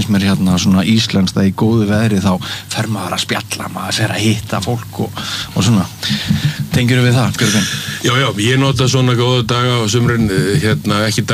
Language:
Icelandic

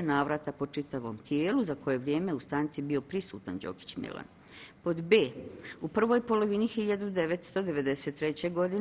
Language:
Bosnian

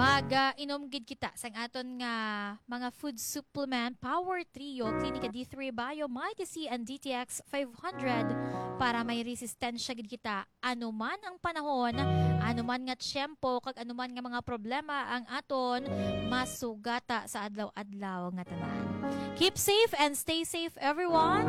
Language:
Hiligaynon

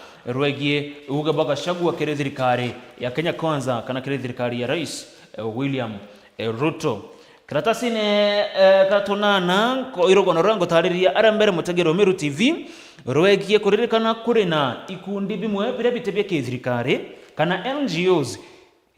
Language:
Meru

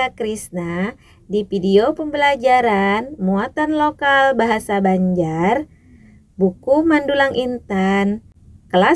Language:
Banjar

